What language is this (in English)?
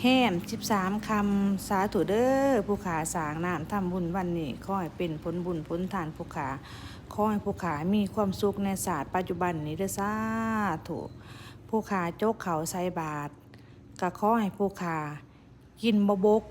Lao